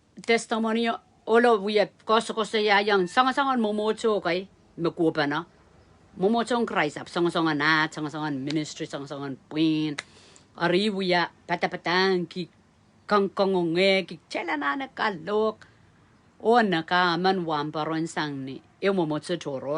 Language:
Pohnpeian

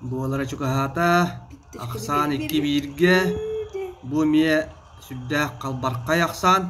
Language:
Yakut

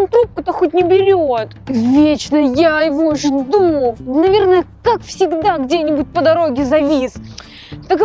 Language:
Russian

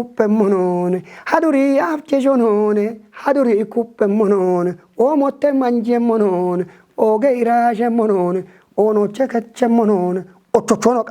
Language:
Kafa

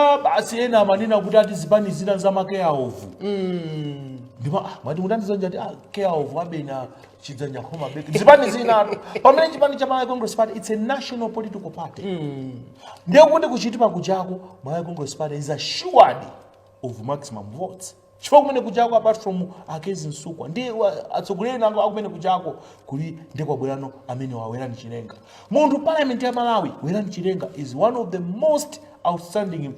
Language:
Nyanja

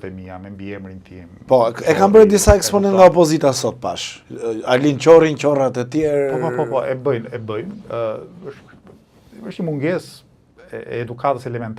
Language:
Albanian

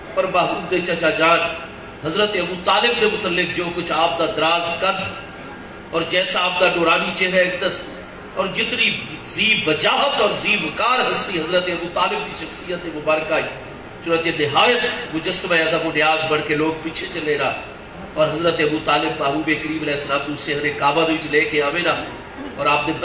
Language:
Saraiki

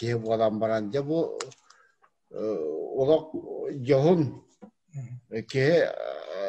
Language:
Yakut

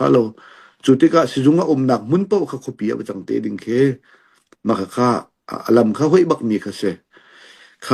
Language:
Hakha Chin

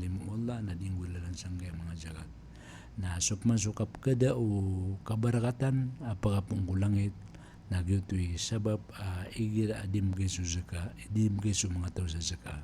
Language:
Maranao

